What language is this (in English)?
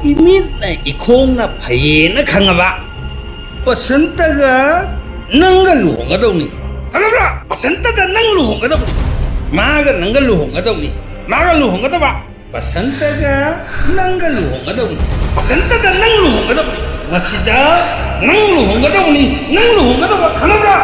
Manipuri